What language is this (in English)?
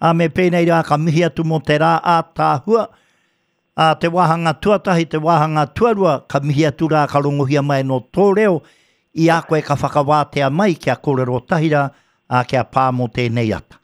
Māori